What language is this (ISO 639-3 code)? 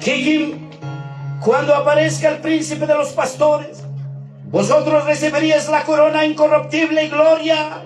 quy